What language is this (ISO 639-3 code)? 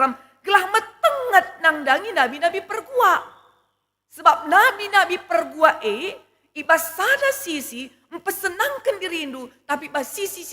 btx